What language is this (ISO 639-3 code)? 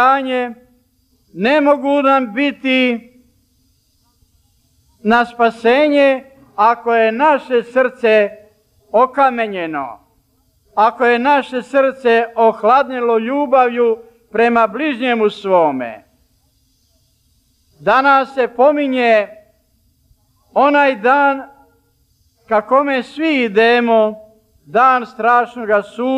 srp